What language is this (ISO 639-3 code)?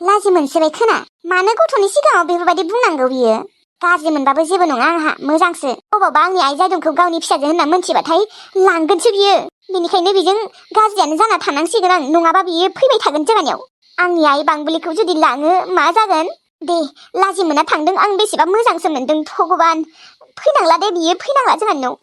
brx